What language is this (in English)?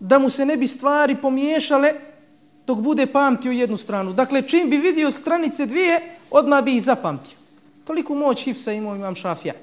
Bosnian